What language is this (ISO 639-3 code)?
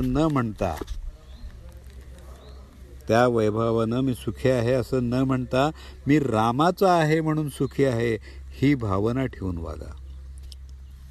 mar